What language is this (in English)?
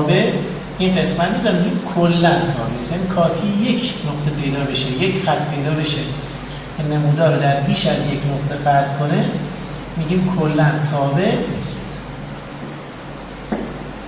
Persian